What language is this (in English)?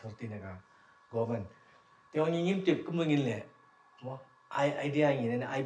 Khasi